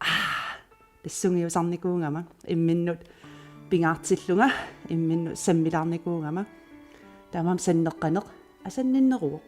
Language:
Kalaallisut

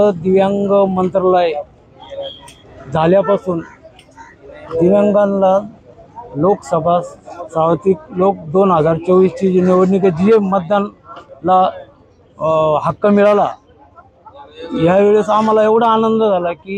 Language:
Marathi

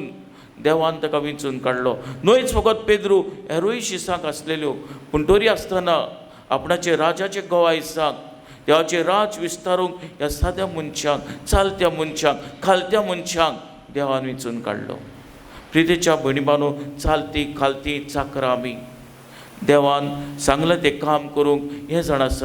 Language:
Konkani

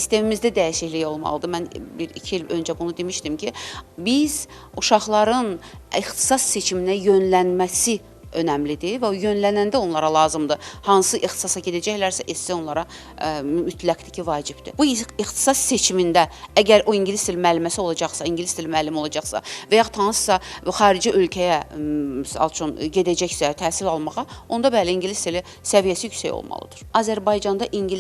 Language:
Azerbaijani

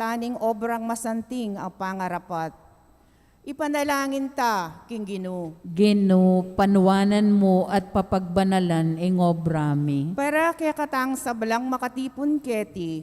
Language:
Pampanga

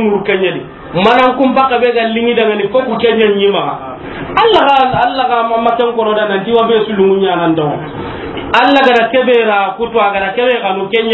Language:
Soninke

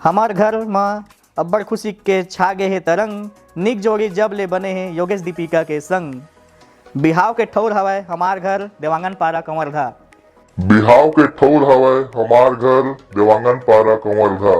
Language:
Chhattisgarhi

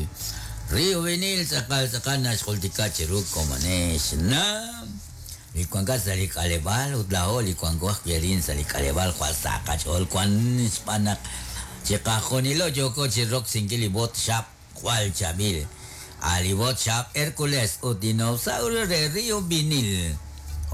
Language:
Kekchí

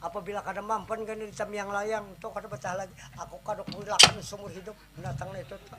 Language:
Banjar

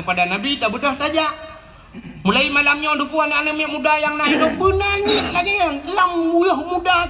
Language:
Achinese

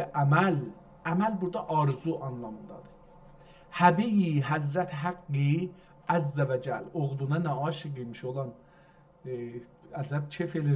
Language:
South Azerbaijani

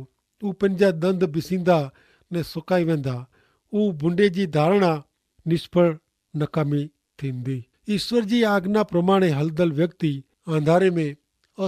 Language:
Kachhi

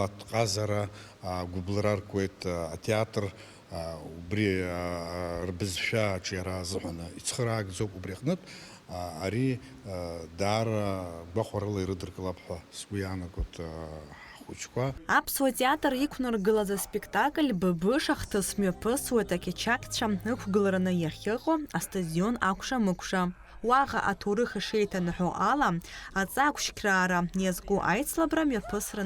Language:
Abkhazian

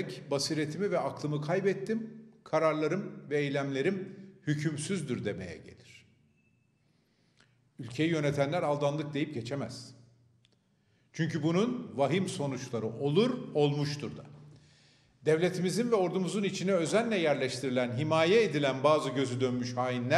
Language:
Turkish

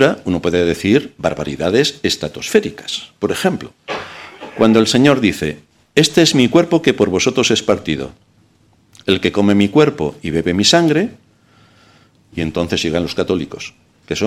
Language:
Spanish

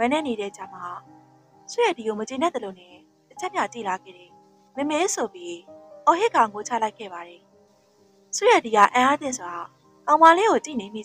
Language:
Burmese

